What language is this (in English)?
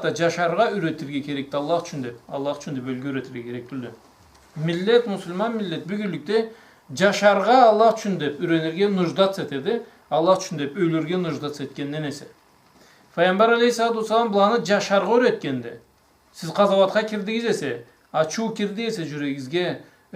Karachay-Balkar